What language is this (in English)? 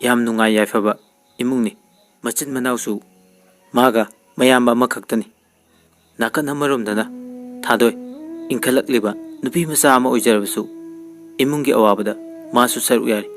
Manipuri